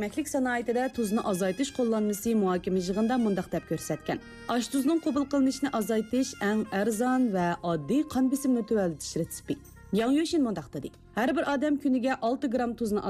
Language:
Uyghur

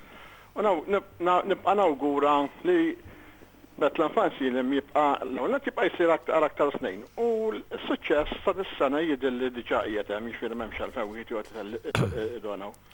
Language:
Maltese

